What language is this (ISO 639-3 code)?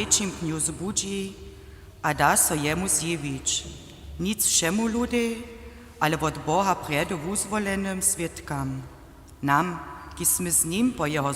hsb